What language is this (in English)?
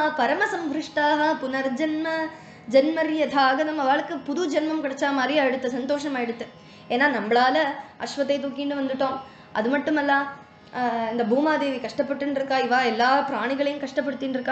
Tamil